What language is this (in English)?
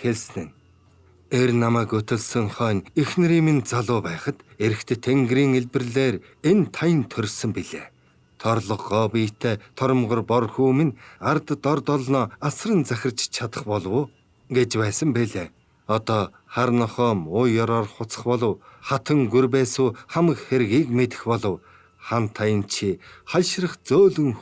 Mongolian